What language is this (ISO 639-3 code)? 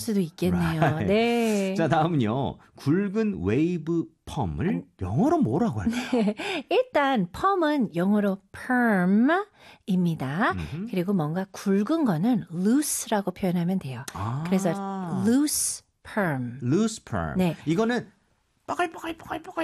kor